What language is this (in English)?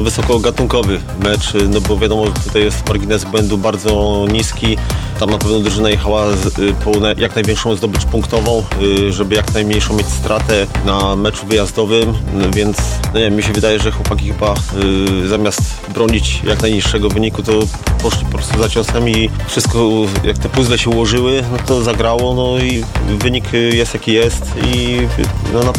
Polish